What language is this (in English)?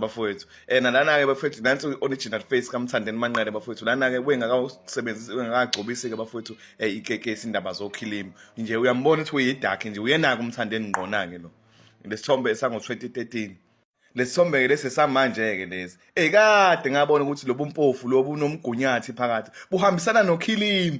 Zulu